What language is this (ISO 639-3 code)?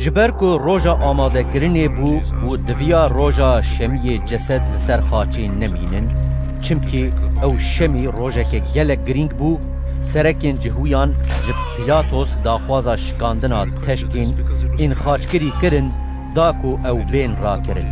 kur